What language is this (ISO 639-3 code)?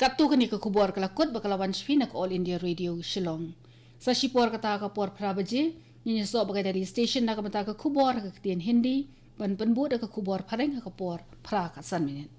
kha